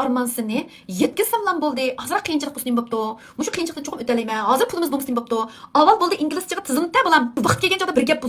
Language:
Uyghur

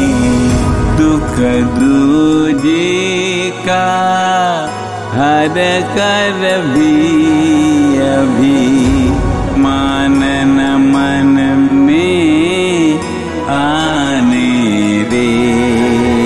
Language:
Hindi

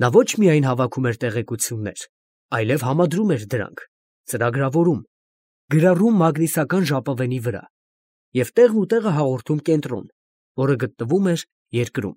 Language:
Armenian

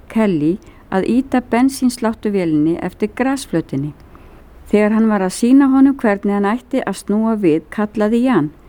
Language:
Icelandic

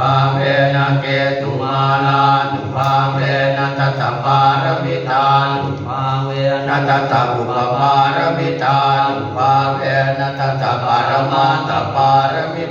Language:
Pali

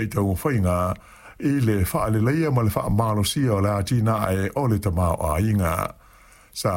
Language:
Samoan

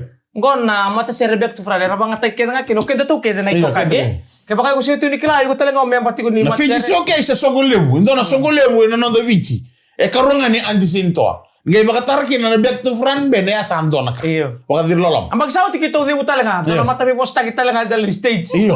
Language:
Fijian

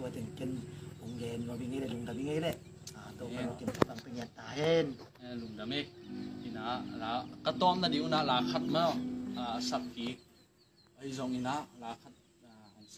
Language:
Tedim Chin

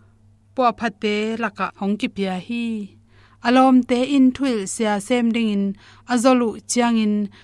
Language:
Tedim Chin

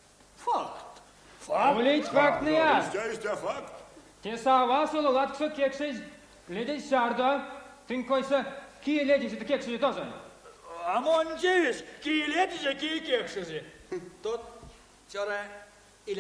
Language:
Erzya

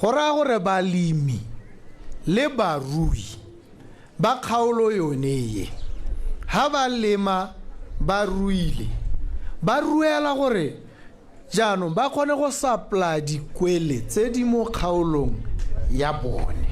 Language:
Tswana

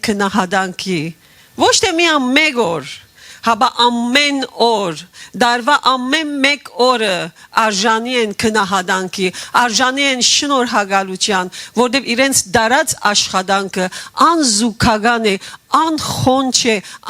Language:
Western Armenian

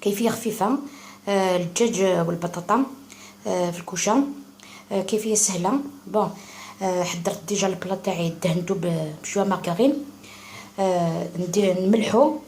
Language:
Algerian Arabic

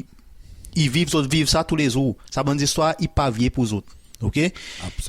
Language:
Seselwa Creole French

